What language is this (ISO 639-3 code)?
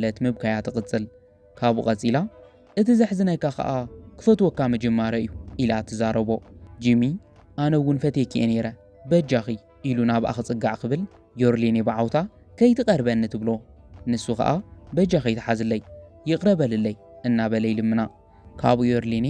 tir